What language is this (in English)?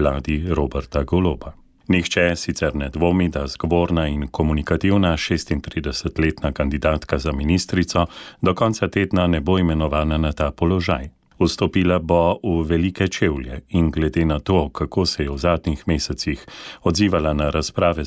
Slovenian